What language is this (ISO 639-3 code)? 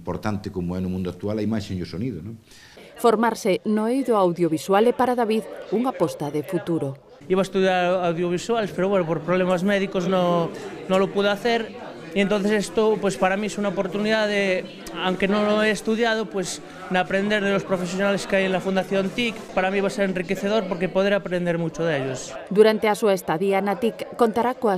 glg